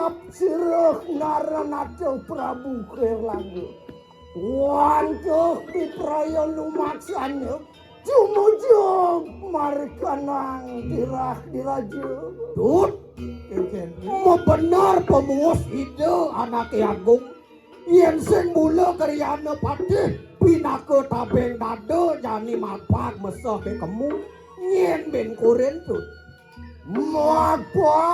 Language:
Balinese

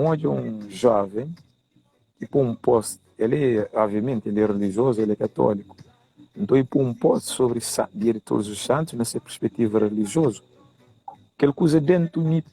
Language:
Kabuverdianu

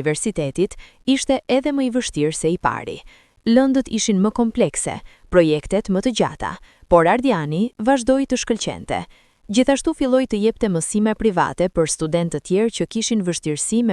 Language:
Albanian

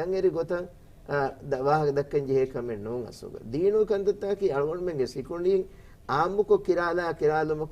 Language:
Divehi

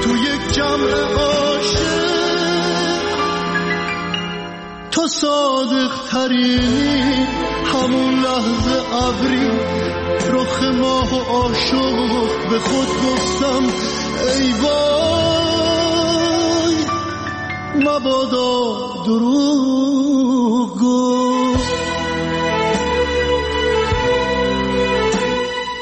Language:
Persian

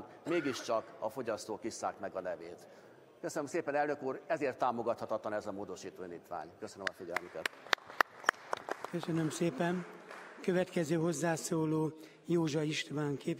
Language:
Hungarian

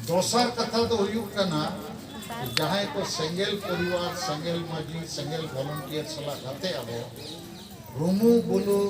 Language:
Santali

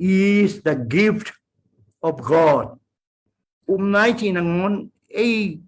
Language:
Tedim Chin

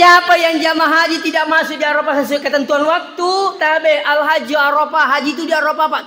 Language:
Buginese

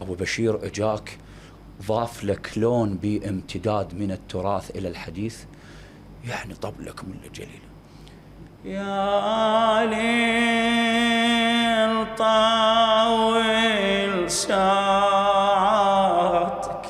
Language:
Mesopotamian Arabic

